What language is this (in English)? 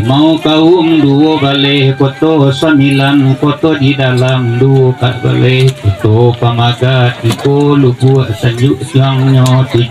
Minangkabau